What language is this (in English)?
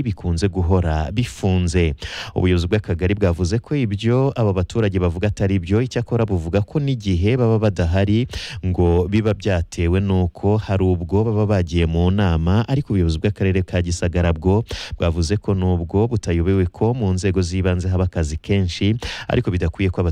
Kinyarwanda